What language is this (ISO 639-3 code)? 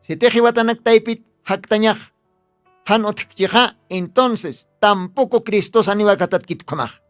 aym